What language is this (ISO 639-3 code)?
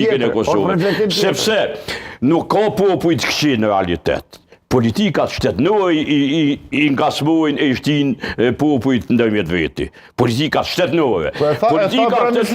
sqi